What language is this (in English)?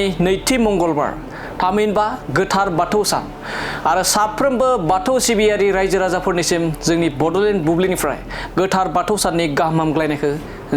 Bodo